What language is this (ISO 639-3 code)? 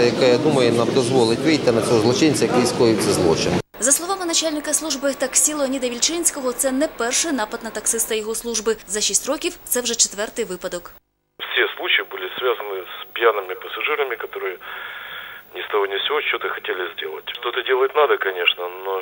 ukr